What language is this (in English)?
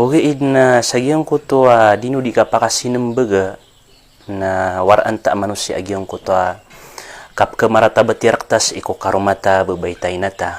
Maranao